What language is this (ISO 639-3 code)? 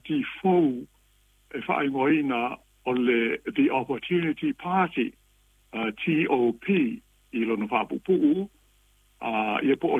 smo